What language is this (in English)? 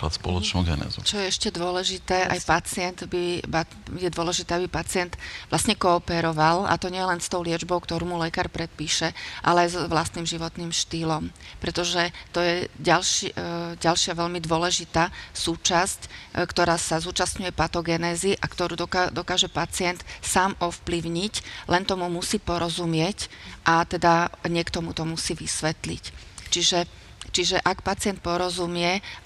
Slovak